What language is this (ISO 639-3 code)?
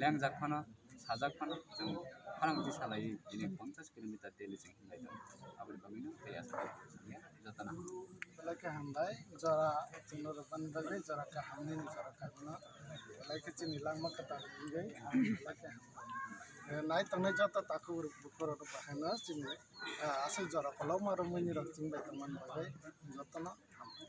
trp